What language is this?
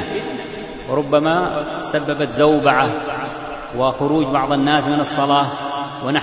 Arabic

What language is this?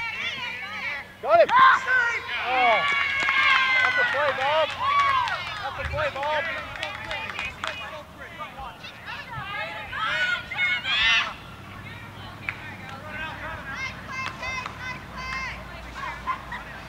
English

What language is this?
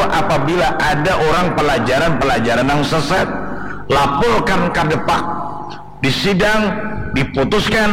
Banjar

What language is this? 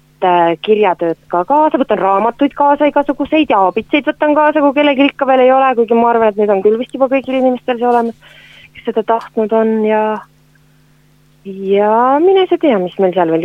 Estonian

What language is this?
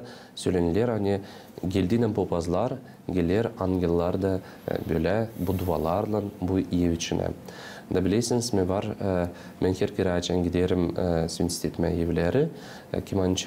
Gagauz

